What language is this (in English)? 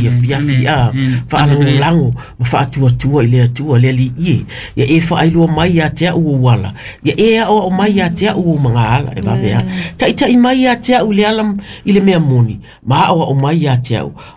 Samoan